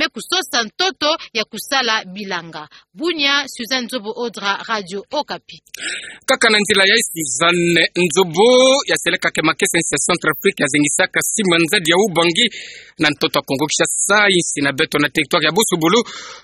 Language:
Kituba (Democratic Republic of Congo)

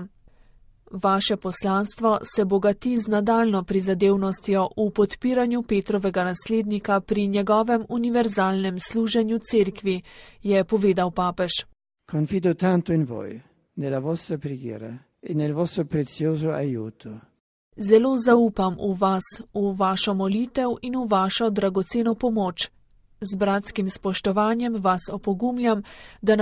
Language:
Slovenian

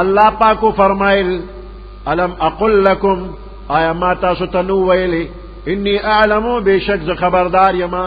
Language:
Pashto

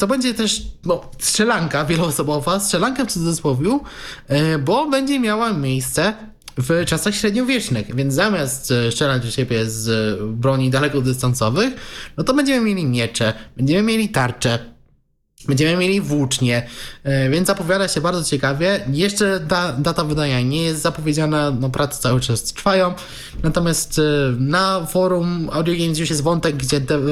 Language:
Polish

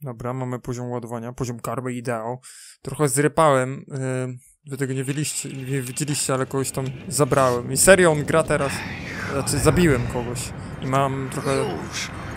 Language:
Polish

